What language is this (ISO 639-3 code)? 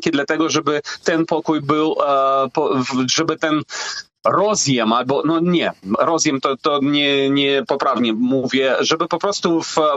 pol